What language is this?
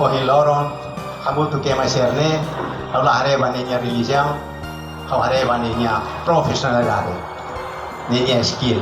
Tetum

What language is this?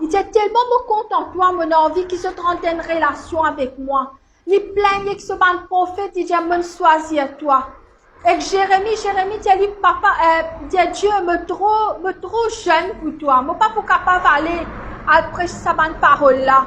Morisyen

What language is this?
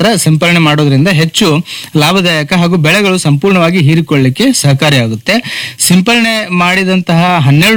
Kannada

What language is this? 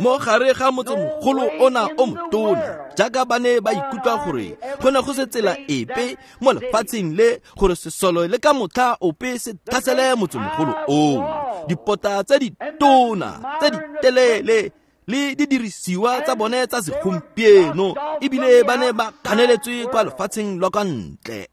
Tswana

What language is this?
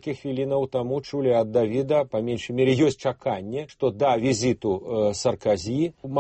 Belarusian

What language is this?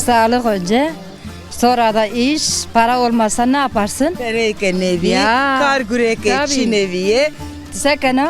Zaza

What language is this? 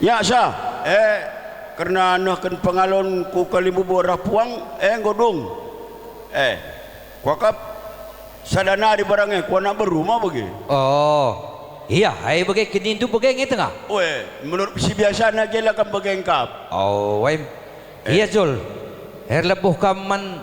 Batak Karo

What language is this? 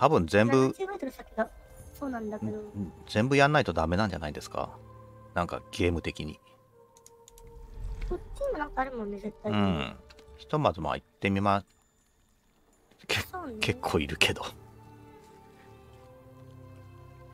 Japanese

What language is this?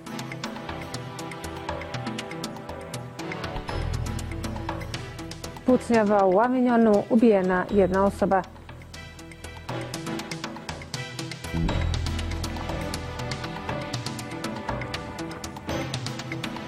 Bosnian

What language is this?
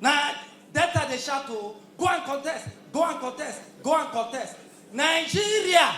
Nigerian Pidgin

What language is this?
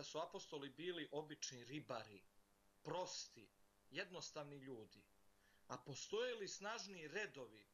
Serbian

